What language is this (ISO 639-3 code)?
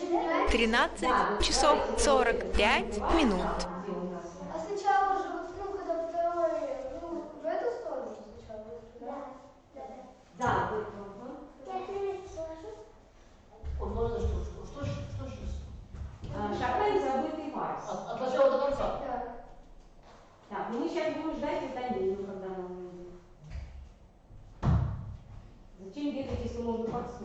rus